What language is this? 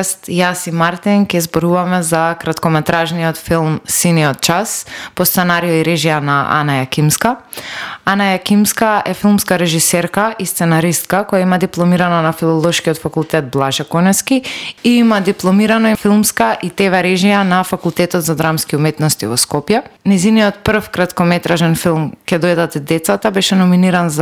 Macedonian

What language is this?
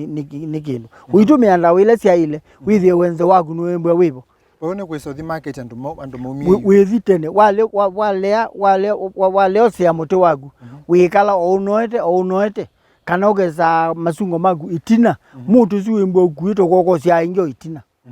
Kamba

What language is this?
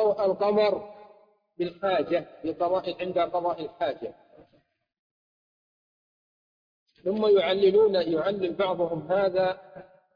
Arabic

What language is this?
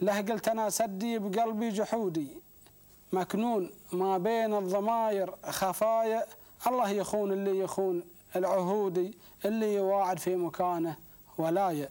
Gulf Arabic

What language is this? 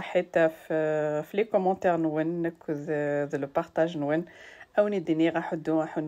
Kabyle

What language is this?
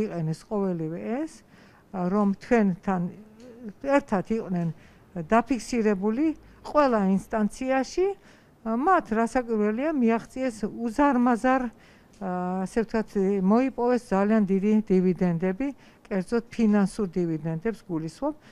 Georgian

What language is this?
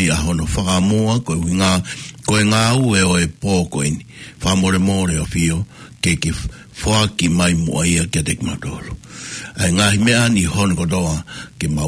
Tongan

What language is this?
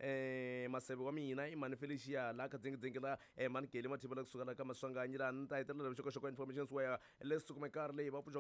Tsonga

